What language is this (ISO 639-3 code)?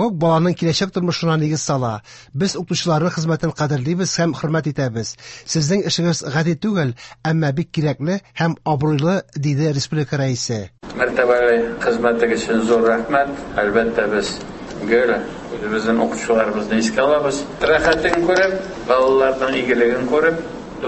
tat